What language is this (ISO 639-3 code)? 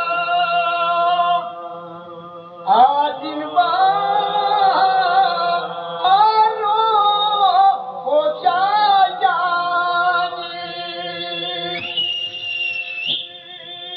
ell